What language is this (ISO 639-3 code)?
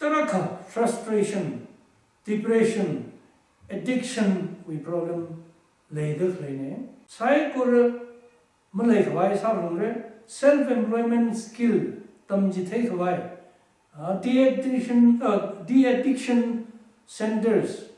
nmf